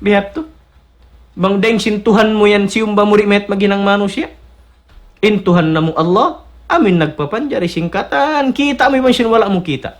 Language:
Tausug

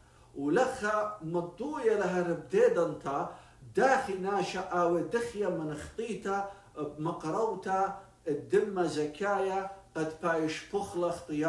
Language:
Assyrian Neo-Aramaic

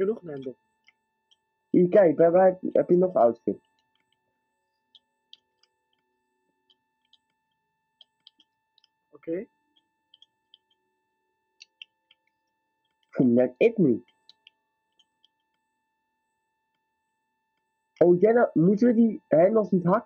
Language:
Dutch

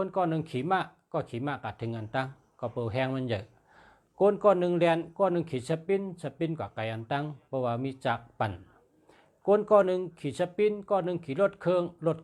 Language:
Shan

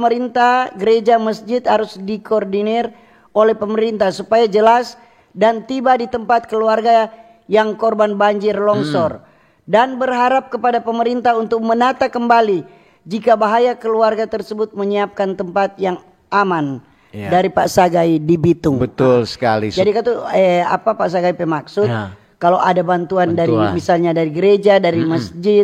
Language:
Manado Malay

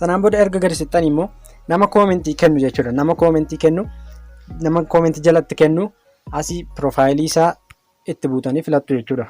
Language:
Oromo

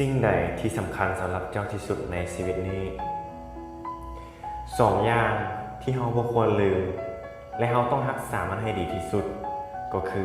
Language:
Lao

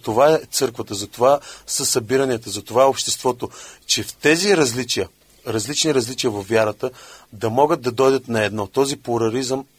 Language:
Bulgarian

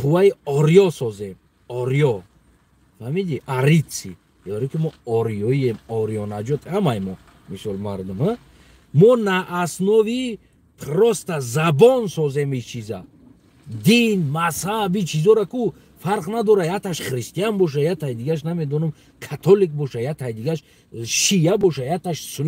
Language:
Tajik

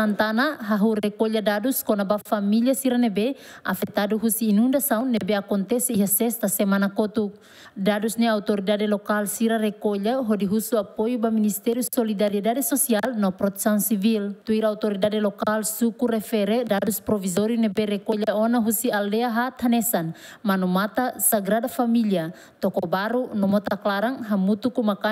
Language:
Tetum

